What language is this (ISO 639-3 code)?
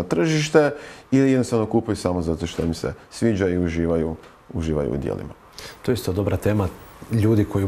hrv